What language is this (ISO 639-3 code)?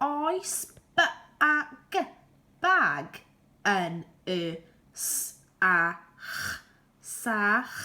cym